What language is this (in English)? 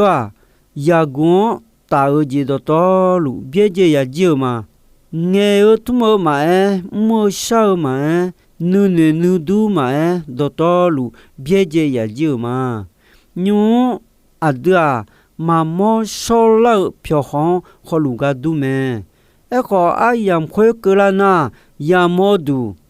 Akha